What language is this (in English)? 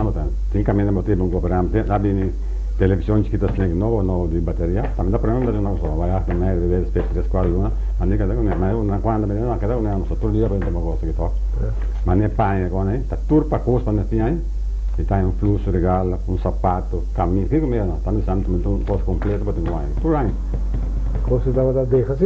Papiamento